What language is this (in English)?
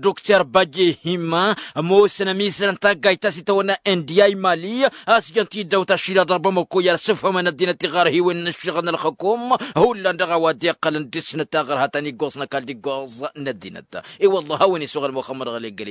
Tamasheq